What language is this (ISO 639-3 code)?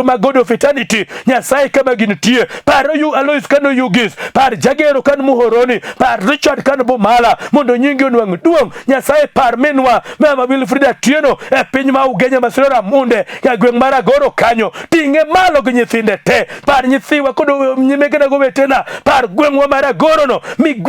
luo